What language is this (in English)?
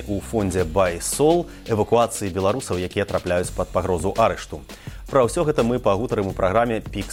Belarusian